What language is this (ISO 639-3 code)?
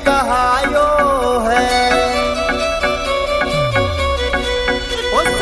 hin